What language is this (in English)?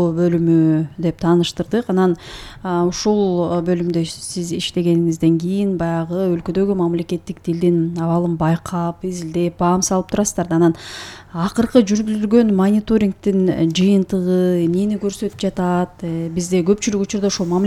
Kyrgyz